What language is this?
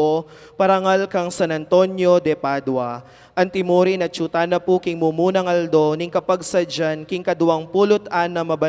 Pampanga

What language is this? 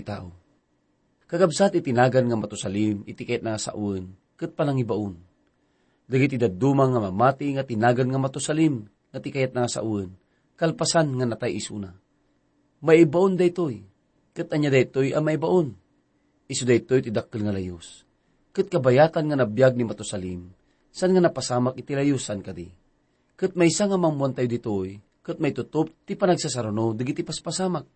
Iloko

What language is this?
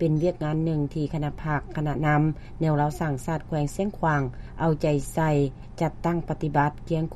Lao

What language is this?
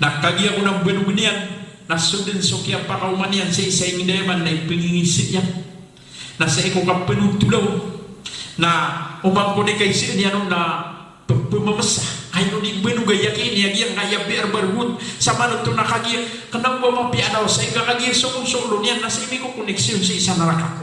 Maranao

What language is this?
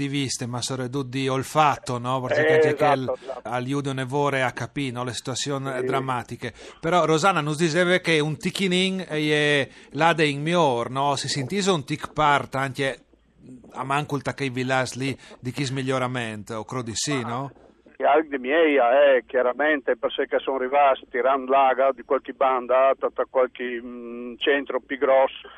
Friulian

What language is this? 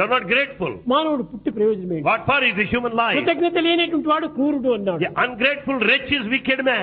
Telugu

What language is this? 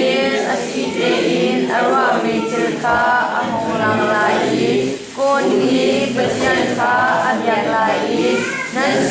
Hakha Chin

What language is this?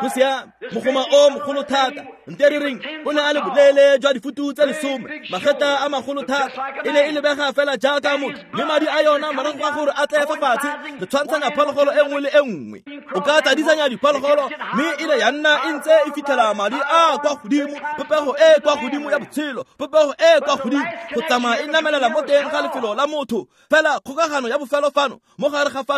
Tswana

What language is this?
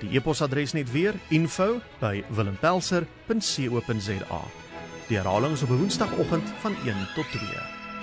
Afrikaans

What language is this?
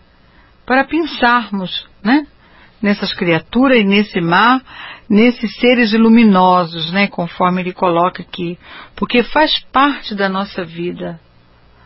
Portuguese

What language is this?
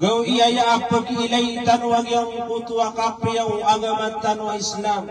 Maranao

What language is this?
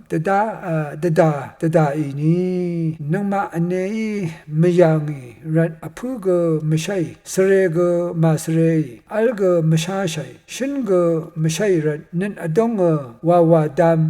Rawang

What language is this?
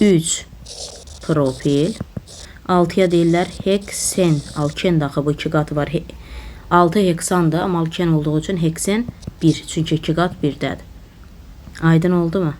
Azerbaijani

